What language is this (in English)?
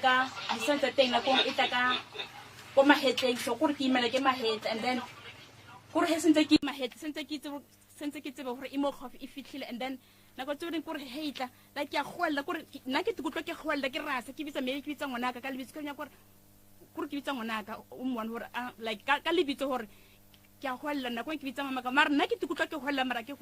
Northern Sotho